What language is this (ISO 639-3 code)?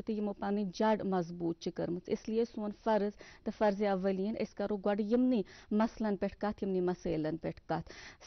kas